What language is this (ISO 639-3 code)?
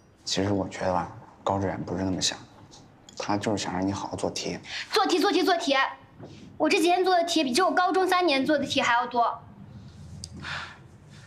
zho